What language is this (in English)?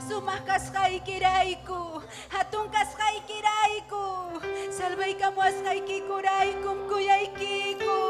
Ayacucho Quechua